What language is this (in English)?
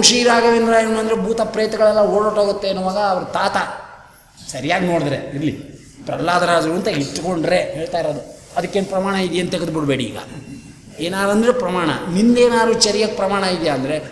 Kannada